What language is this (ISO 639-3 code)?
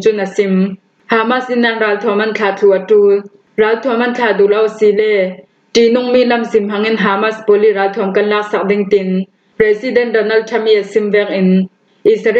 cfm